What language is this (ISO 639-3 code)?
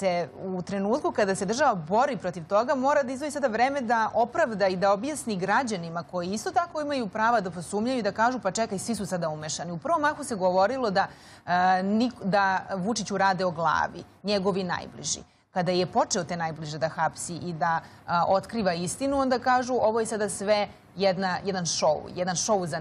srp